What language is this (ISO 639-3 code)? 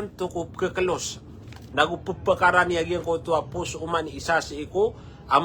mrw